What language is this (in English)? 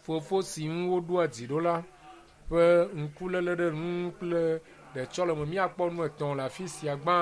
Ewe